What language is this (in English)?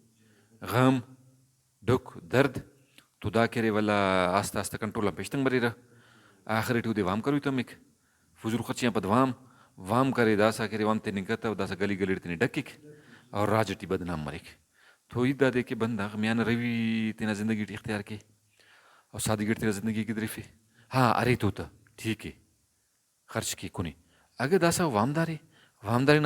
Brahui